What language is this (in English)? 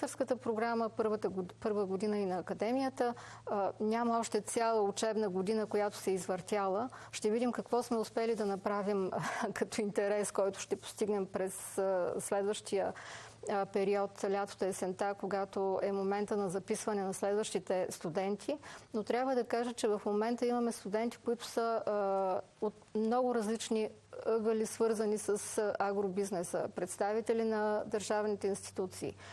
Bulgarian